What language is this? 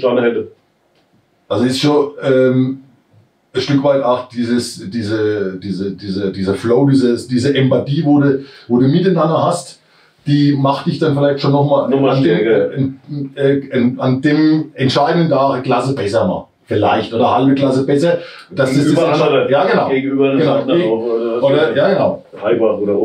German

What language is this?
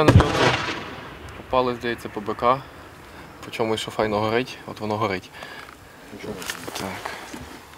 Ukrainian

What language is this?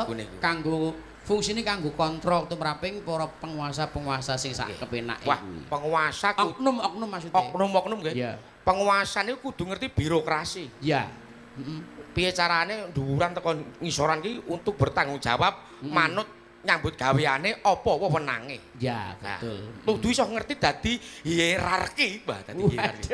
Javanese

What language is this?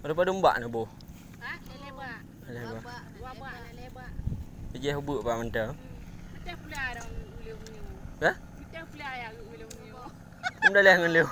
Achinese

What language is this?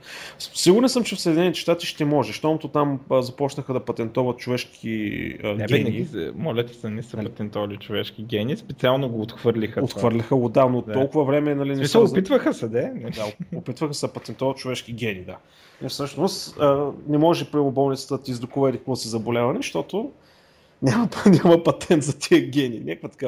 Bulgarian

